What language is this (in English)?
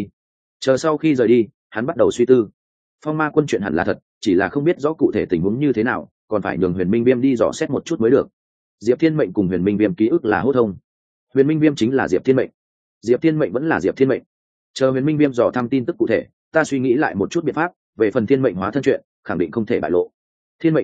Vietnamese